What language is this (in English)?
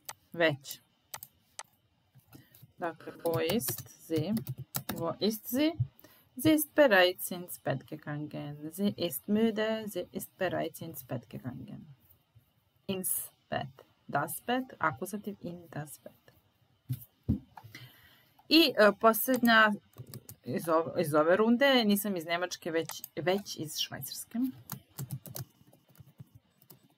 Serbian